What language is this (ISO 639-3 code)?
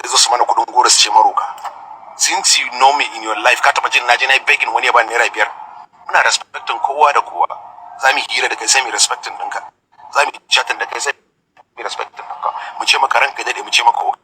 hau